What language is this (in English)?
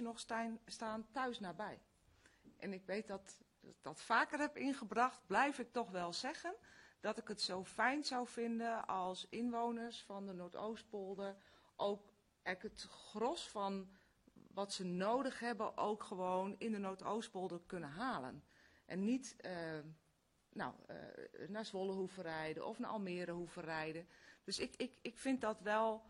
Dutch